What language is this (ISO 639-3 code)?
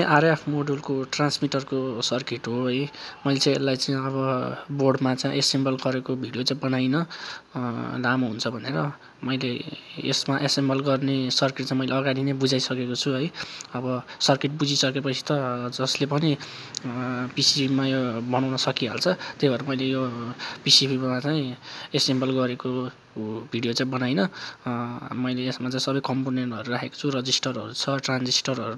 nep